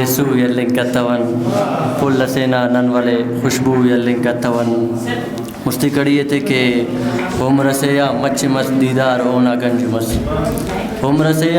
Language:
Brahui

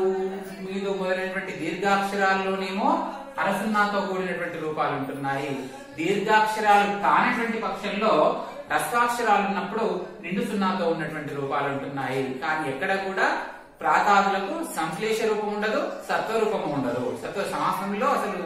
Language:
Telugu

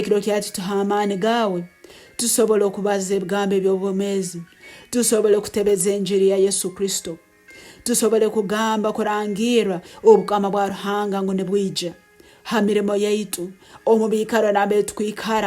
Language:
Nyoro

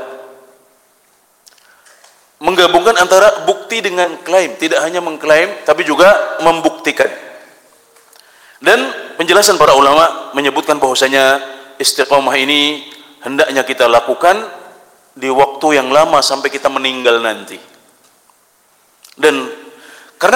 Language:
Indonesian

